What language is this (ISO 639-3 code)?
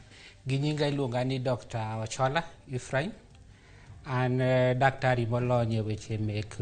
luo